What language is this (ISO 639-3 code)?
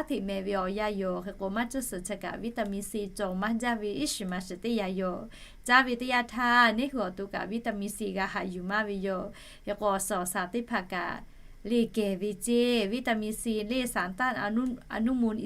lhu